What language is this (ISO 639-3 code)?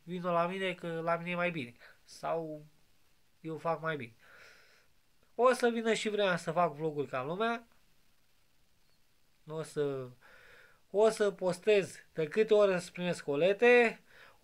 ron